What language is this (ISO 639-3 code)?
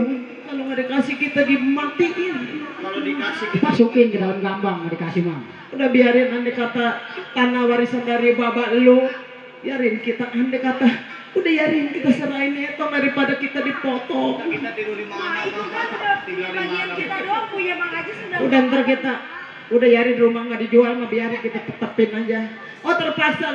bew